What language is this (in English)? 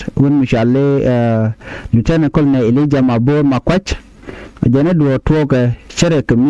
Nuer